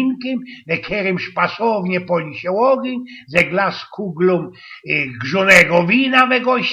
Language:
Silesian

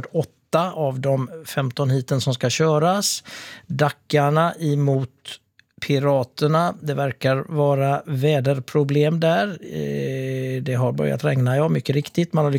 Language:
Swedish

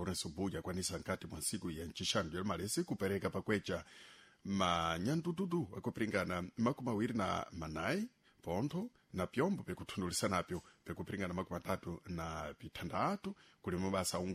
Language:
Sena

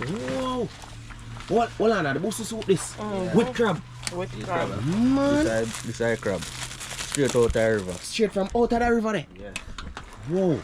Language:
Jamaican Creole English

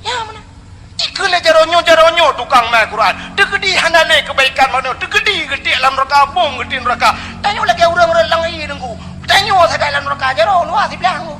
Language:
Achinese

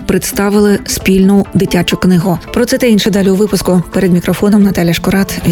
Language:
Ukrainian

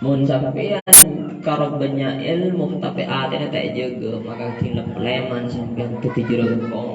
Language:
Madurese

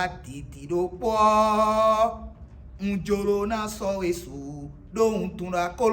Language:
Fon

